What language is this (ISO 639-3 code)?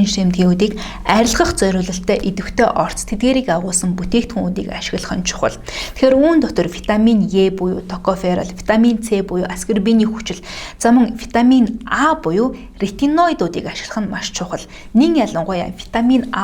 mon